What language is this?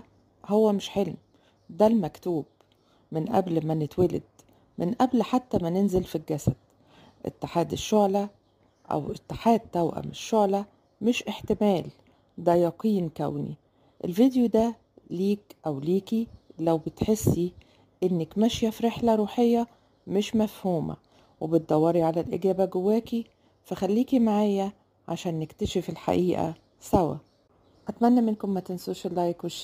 Egyptian Arabic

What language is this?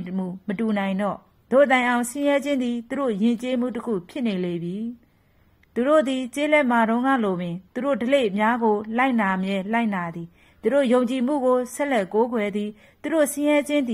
Burmese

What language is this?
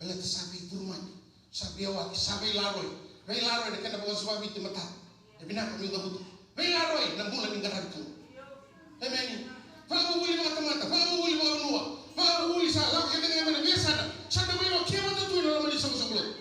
Fijian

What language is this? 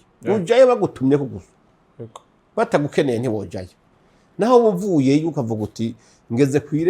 Rundi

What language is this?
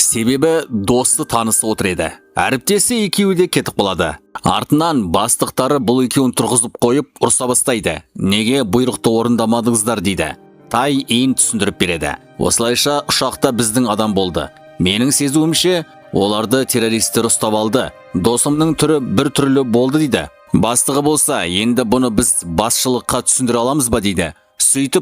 Kazakh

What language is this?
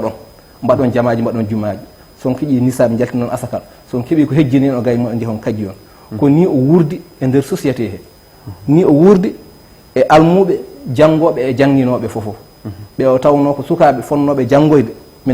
Fula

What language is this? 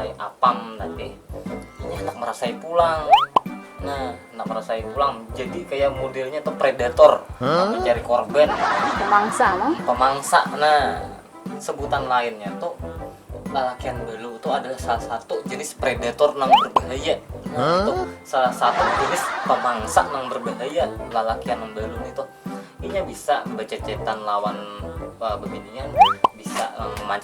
Banjar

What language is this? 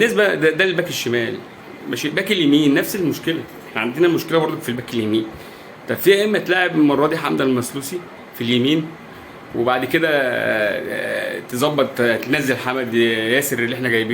Egyptian Arabic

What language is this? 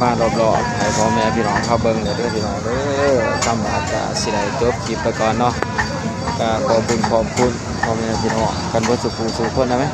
Northeastern Thai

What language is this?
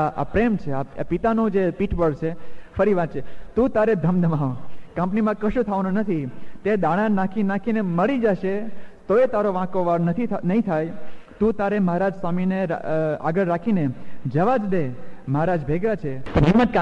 Gujarati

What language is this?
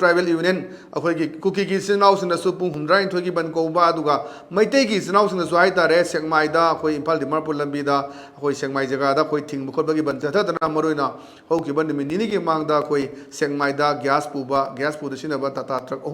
Manipuri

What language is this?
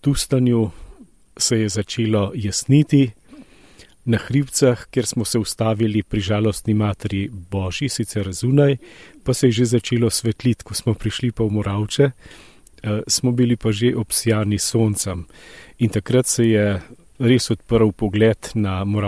Slovenian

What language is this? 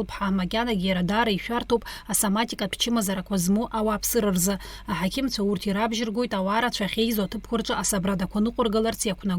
Abkhazian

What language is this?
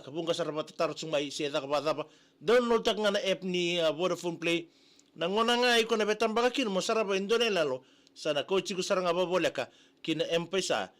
Fijian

